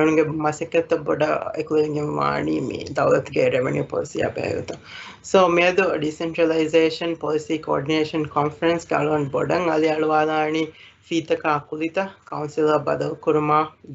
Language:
Divehi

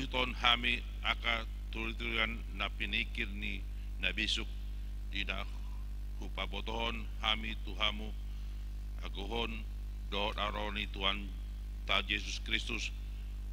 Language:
Batak Toba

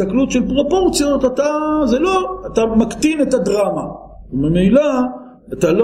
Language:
Hebrew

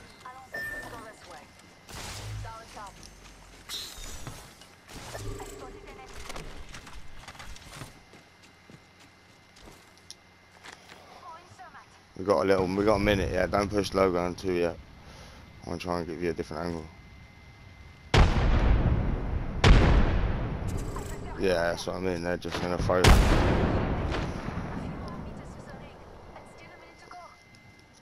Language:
English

